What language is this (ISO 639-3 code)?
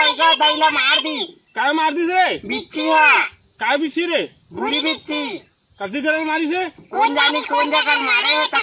hne